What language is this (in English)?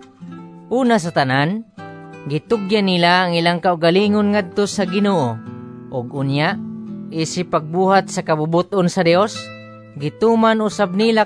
Cebuano